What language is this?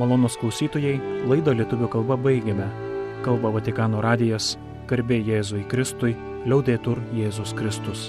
Lithuanian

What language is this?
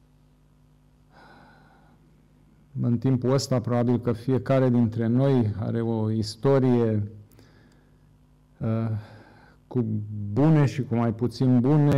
Romanian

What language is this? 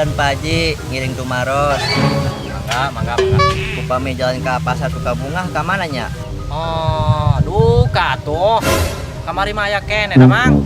Sundanese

